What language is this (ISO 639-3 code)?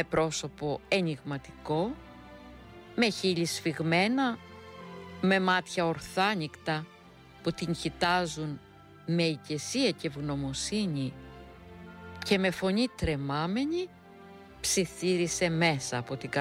ell